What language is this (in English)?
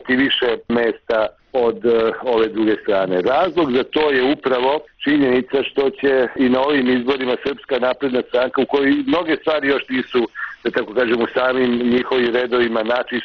Serbian